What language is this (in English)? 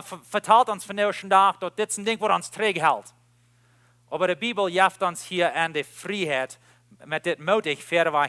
Plautdietsch